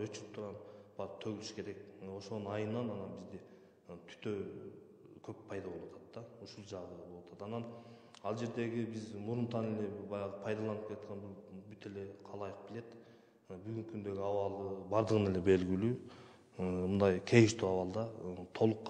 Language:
Kyrgyz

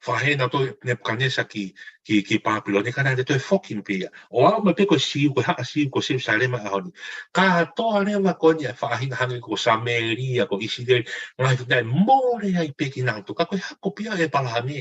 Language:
Tongan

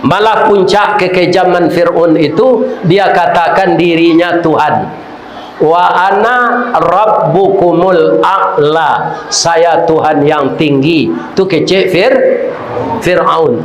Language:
Minangkabau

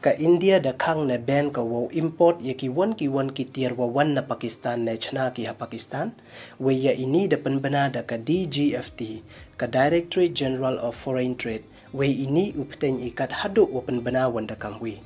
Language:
Pnar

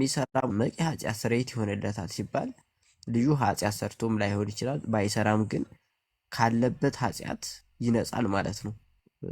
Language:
Amharic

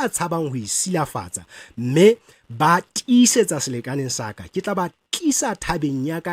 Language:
Southern Sotho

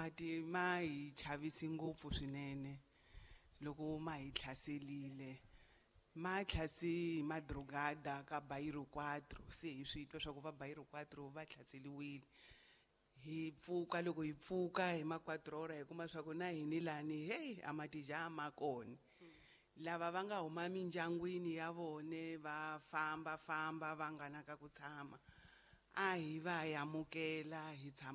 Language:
Tsonga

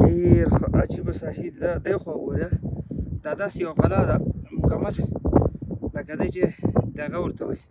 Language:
Pashto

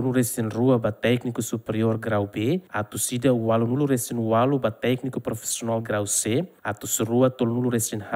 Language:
Tetum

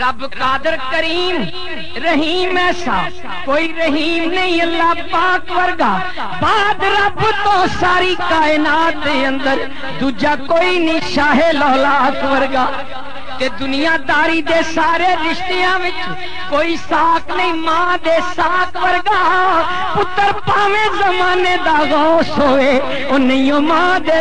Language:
Western Panjabi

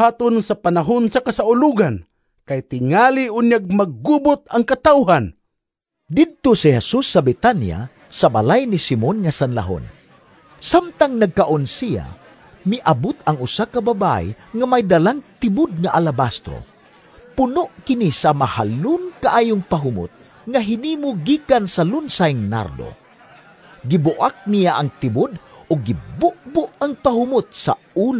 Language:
Cebuano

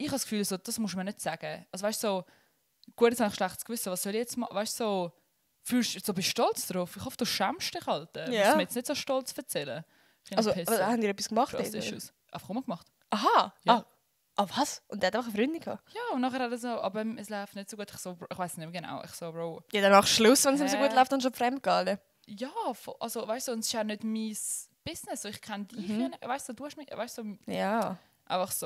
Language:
Swiss German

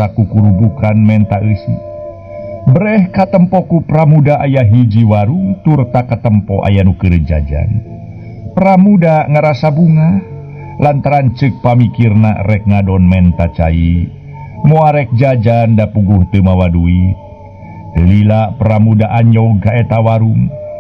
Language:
Sundanese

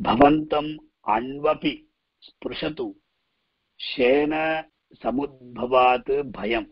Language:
Sanskrit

